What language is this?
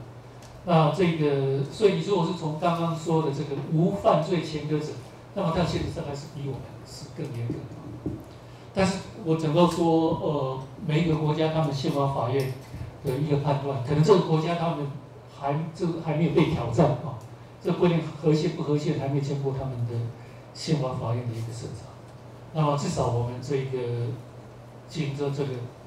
Chinese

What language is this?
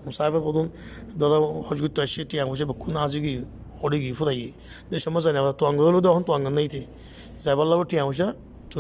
Rohingya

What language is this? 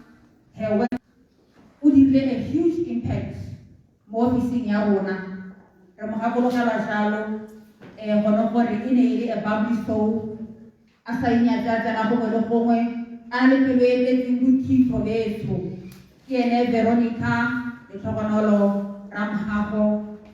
Tswana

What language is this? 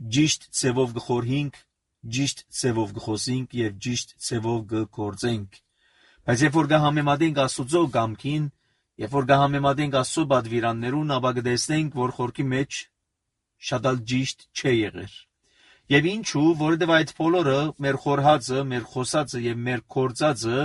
Armenian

